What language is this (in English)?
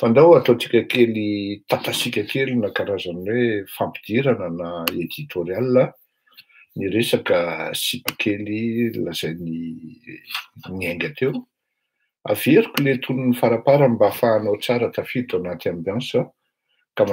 Malagasy